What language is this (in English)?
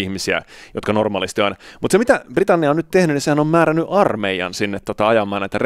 Finnish